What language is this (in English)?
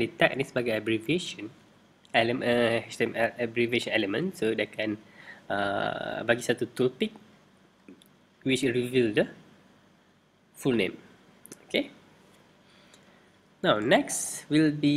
Malay